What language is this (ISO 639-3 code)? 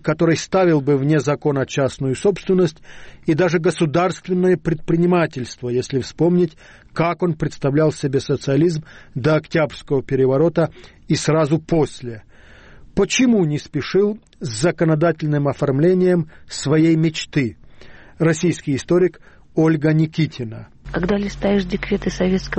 rus